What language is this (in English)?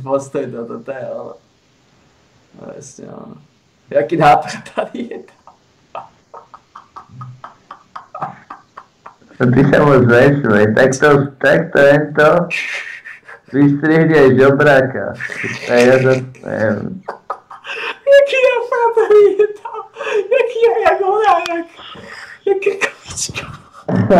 Slovak